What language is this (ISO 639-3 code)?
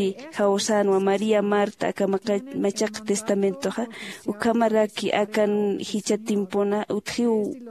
aym